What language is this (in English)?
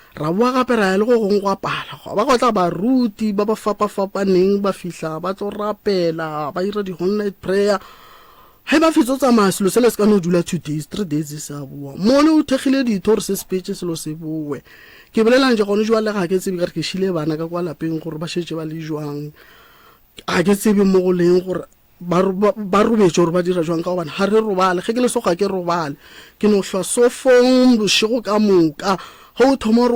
Northern Sotho